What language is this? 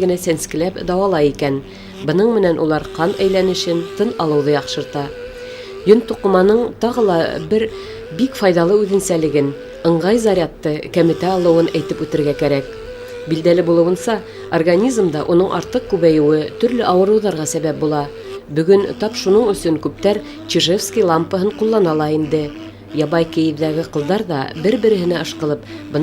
Bashkir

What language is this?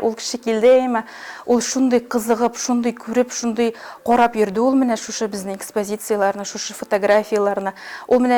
Tatar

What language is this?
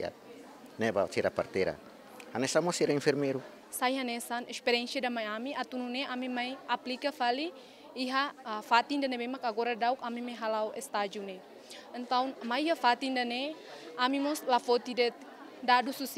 Tetum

